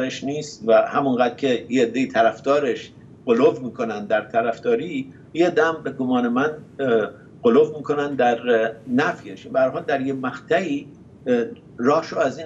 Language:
Persian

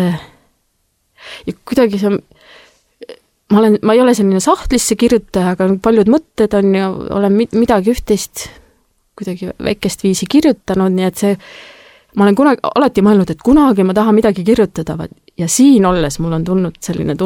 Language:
Estonian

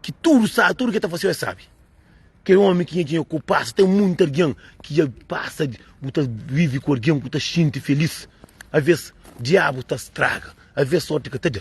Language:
Kabuverdianu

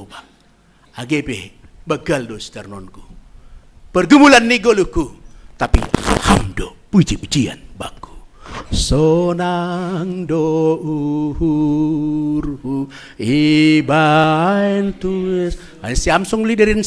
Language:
Batak Simalungun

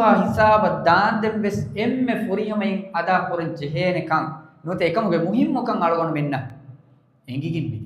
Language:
Divehi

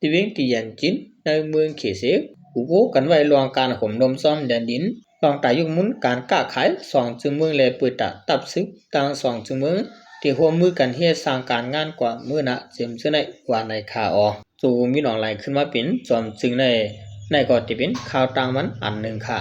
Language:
Shan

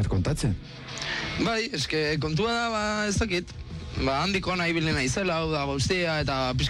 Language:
Basque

